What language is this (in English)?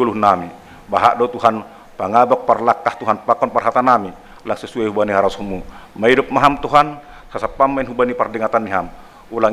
Batak Simalungun